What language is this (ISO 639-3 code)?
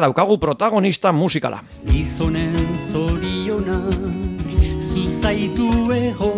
eus